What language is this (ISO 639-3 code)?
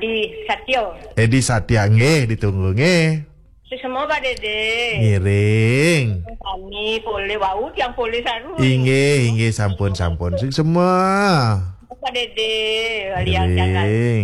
ban